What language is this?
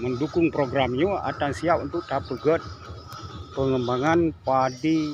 Achinese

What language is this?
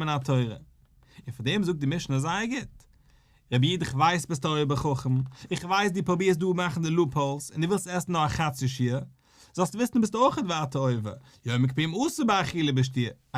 Yiddish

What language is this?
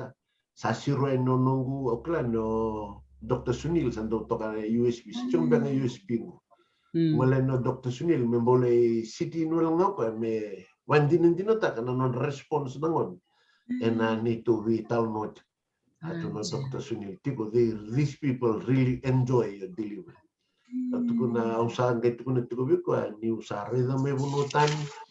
Fijian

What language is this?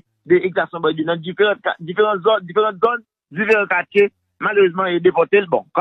Haitian Creole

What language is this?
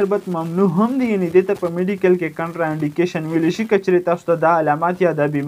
Pashto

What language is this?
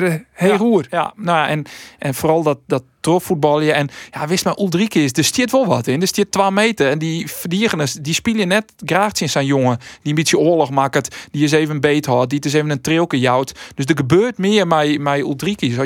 Western Frisian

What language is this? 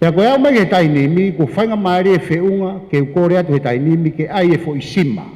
Tongan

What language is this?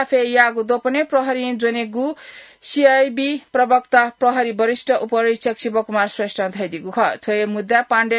Newari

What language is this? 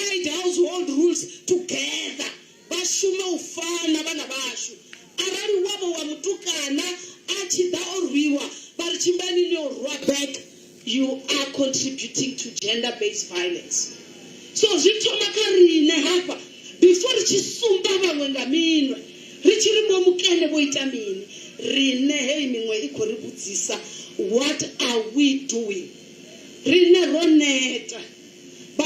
Venda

